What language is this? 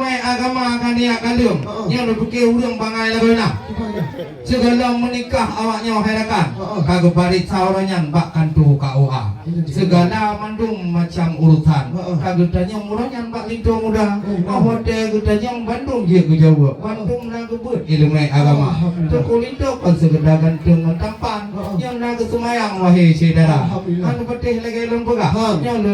Achinese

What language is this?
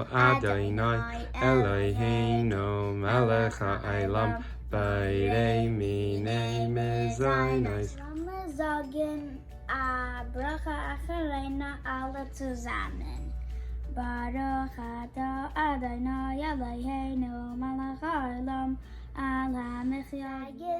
Yiddish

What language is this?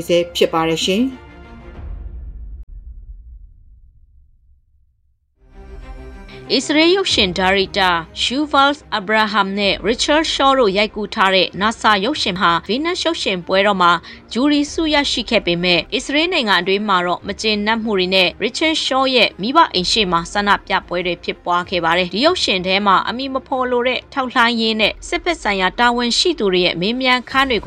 Burmese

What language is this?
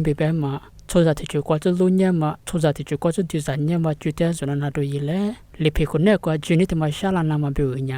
Lisu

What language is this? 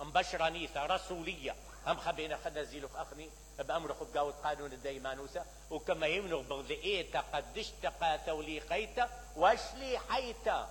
Mesopotamian Arabic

